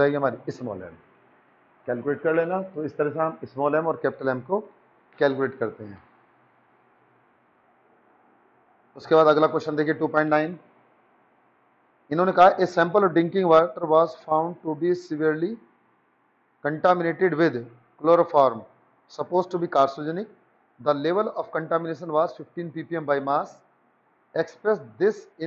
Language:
Hindi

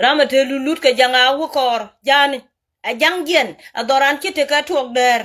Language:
Nuer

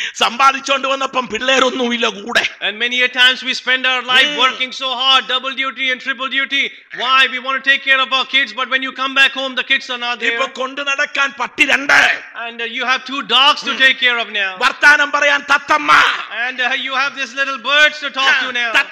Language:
Malayalam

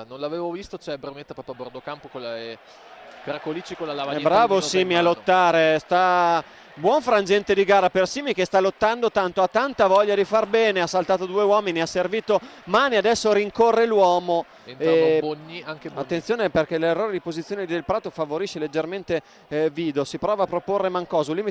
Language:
Italian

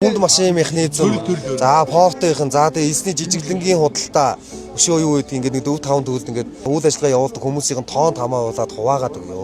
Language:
Mongolian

